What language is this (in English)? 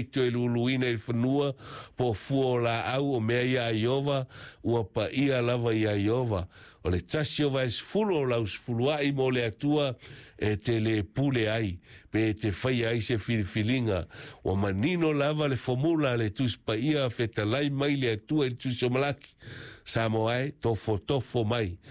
Samoan